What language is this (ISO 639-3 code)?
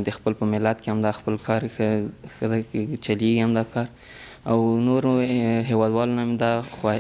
pus